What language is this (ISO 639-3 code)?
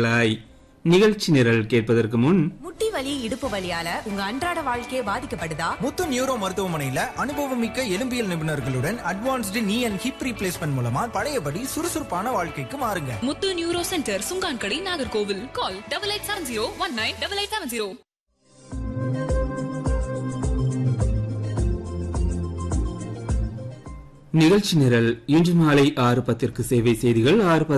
tam